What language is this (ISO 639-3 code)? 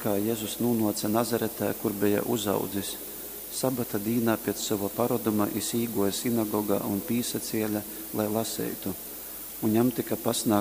ltg